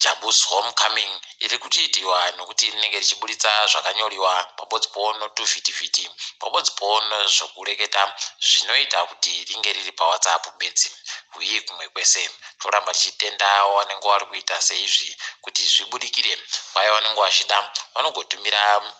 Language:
Ndau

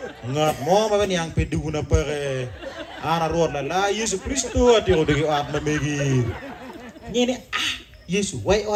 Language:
Acoli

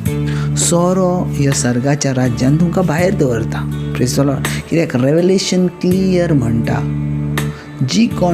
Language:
Konkani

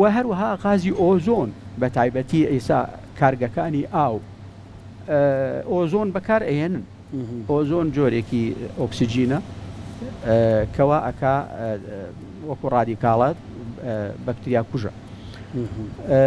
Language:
Central Kurdish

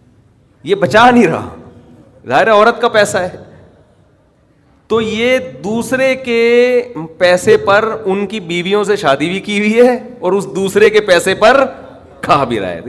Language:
Urdu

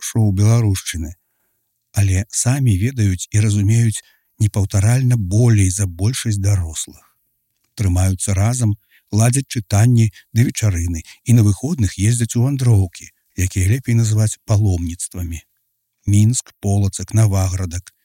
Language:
Belarusian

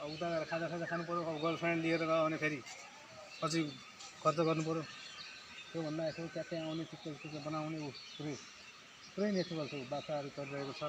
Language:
Nepali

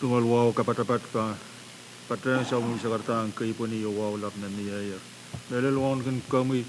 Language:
Pohnpeian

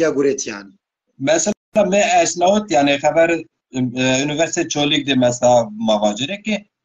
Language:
Zaza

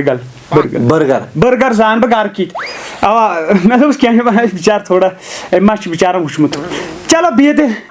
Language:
Kashmiri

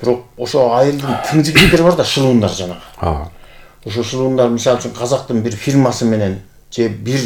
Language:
Kyrgyz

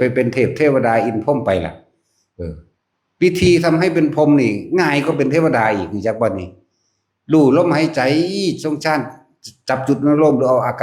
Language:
Northeastern Thai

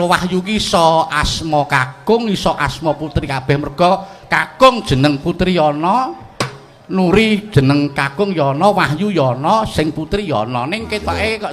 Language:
Javanese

